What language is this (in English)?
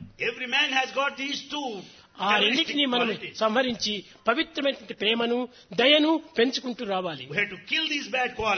Telugu